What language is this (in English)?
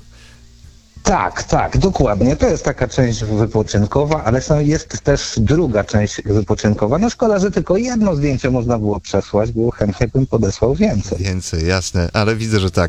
Polish